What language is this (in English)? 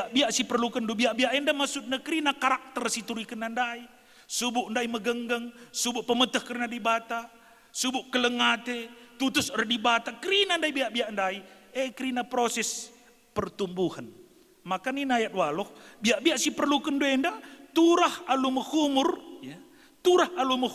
Batak Karo